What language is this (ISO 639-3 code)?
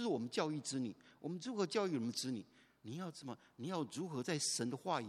zho